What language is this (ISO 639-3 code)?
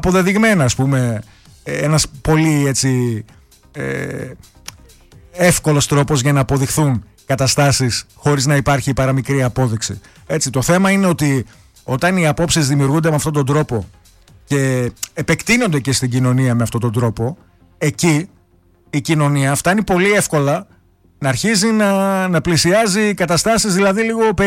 ell